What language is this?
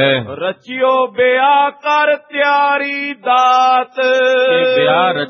Punjabi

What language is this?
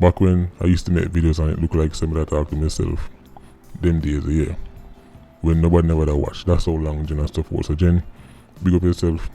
Jamaican Creole English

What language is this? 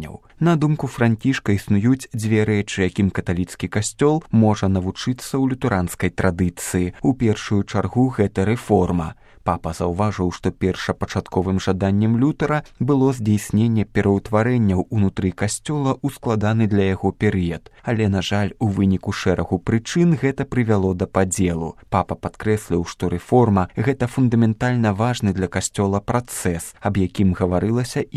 Belarusian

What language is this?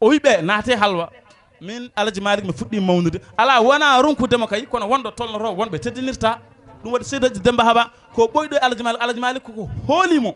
Fula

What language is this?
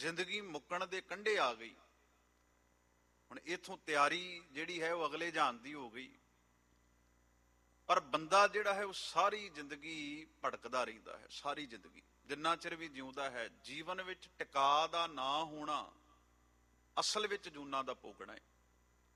Punjabi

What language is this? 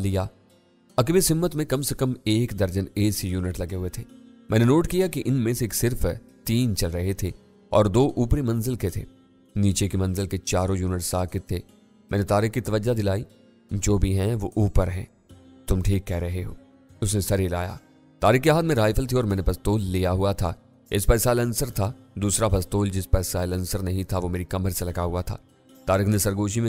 Urdu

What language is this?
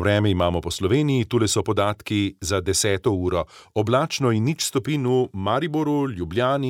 Slovenian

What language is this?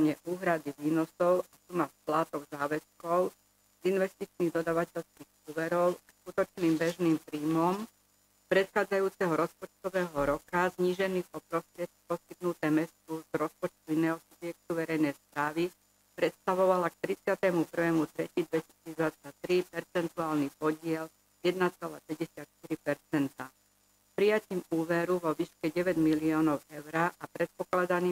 Slovak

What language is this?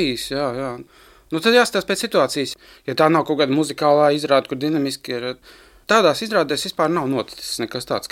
Latvian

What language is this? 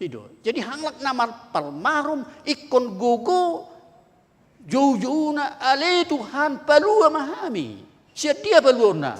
Batak Toba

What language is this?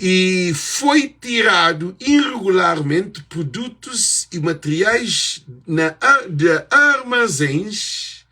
Kabuverdianu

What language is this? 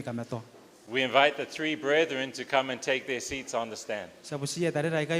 Gilbertese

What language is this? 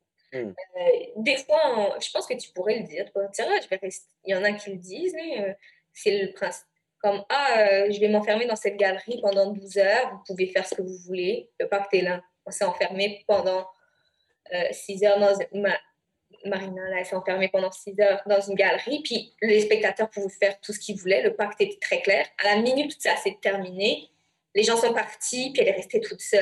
French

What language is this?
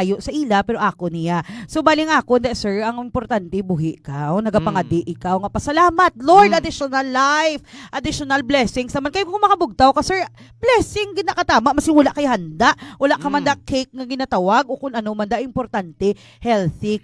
Hiligaynon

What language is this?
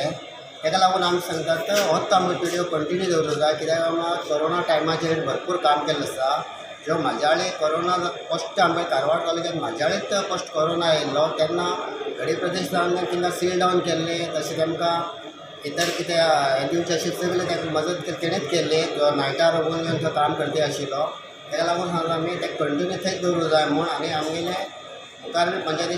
Konkani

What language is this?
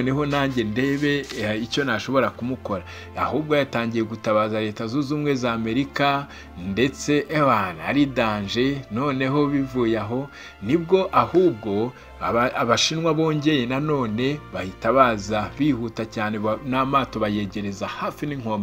Kinyarwanda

